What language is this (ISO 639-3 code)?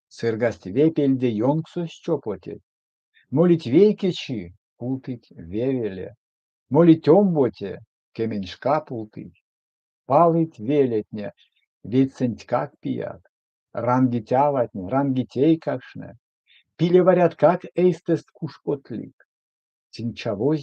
myv